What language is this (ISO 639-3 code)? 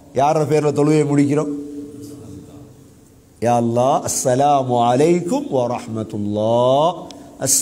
tam